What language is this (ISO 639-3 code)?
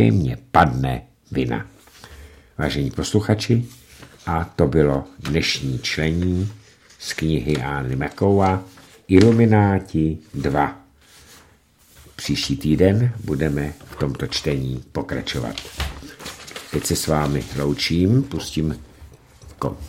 ces